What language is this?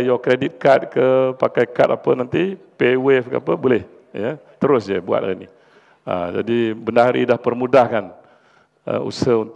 Malay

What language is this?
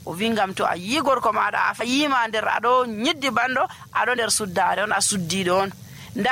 Nigerian Fulfulde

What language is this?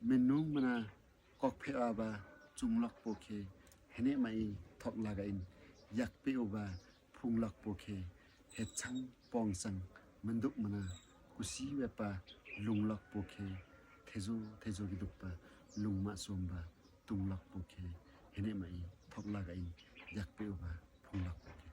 Limbu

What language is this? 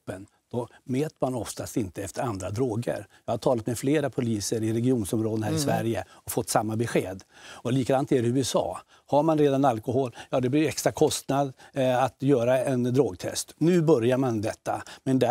Swedish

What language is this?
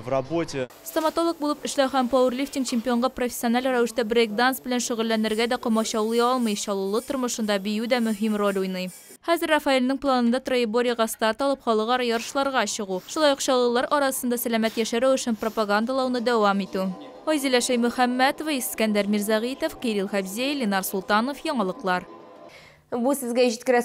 Tatar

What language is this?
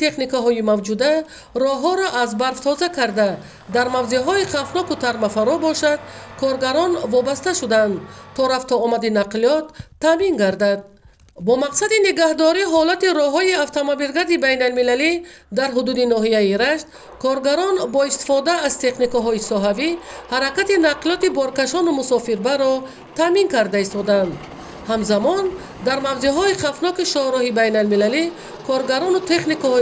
Tajik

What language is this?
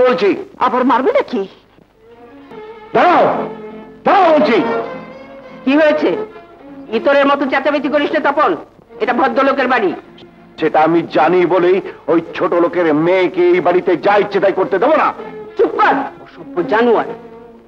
Bangla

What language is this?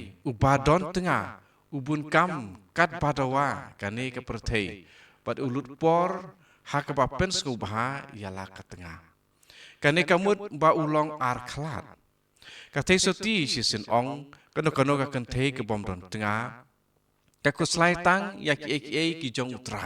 Khasi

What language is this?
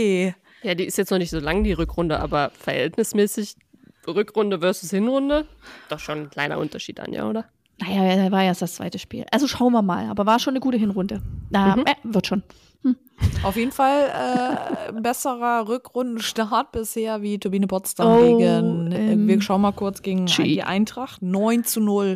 German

